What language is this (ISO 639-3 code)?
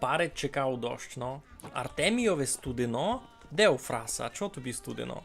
rue